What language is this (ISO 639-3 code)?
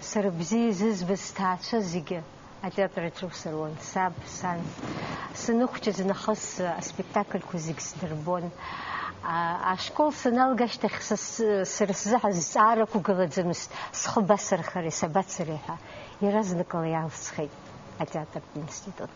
abk